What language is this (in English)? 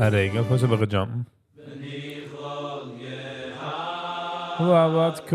Yiddish